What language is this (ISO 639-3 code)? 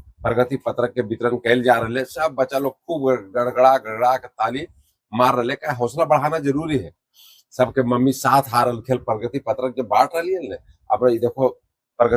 mag